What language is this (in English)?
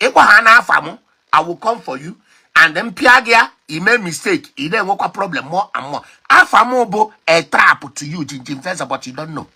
Igbo